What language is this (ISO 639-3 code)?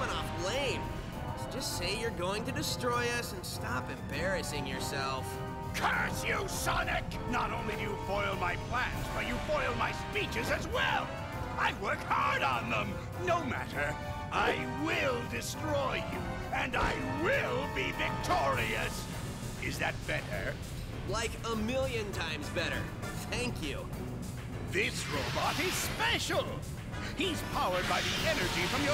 eng